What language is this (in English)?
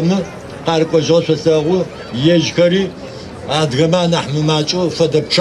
Adyghe